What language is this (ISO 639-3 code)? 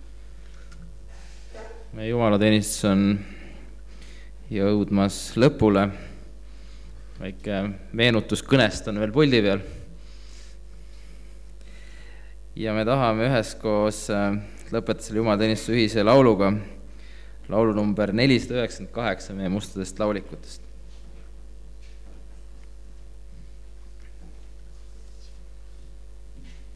est